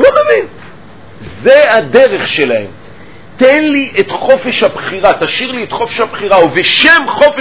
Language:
Hebrew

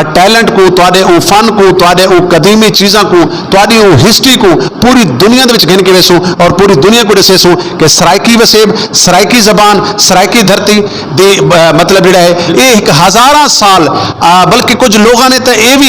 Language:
Saraiki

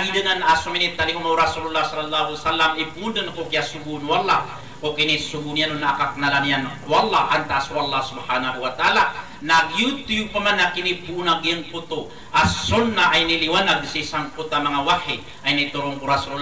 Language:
Maranao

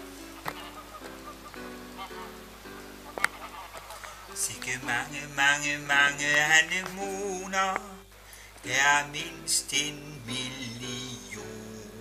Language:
Danish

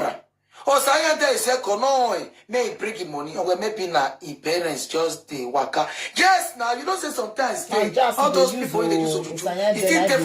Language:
Nigerian Pidgin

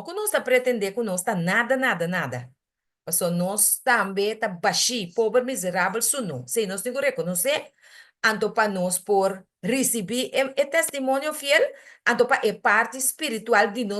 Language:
Papiamento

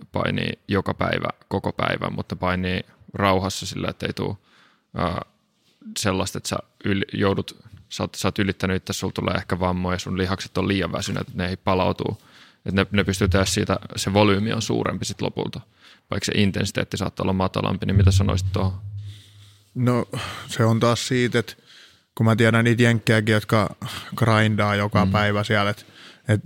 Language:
Finnish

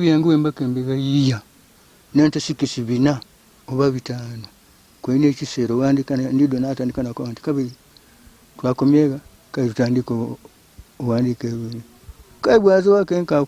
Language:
Ganda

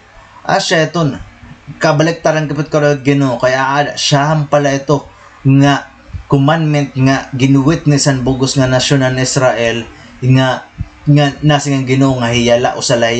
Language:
Waray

